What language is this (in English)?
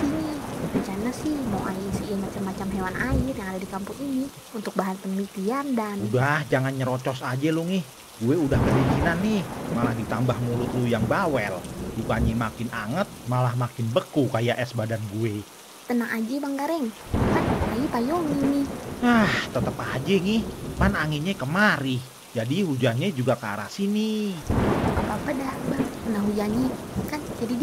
Betawi